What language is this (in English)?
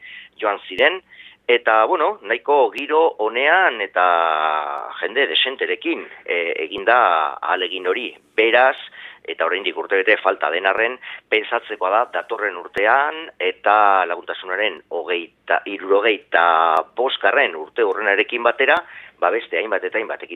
Basque